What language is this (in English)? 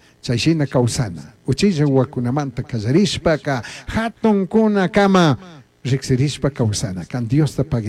Chimborazo Highland Quichua